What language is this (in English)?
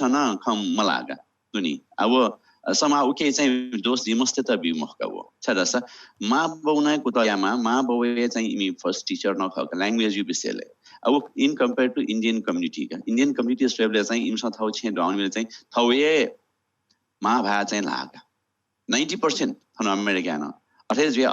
Newari